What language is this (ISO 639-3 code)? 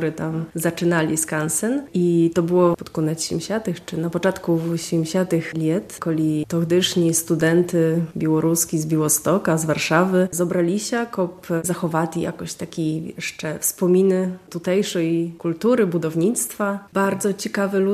bel